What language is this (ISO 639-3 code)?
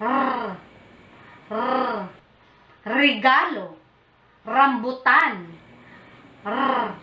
ceb